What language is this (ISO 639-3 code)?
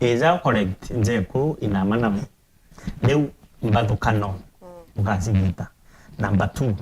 mer